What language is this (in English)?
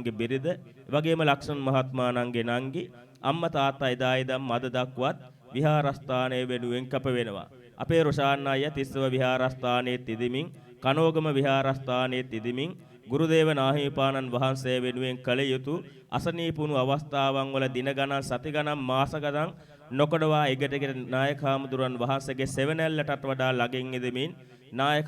Sinhala